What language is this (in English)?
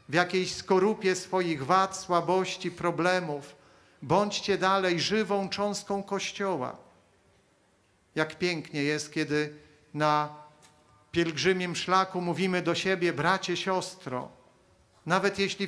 Polish